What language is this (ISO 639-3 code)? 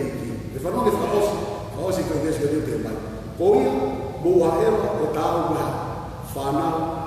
ton